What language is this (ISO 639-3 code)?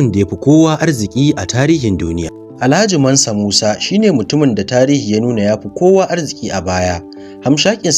hau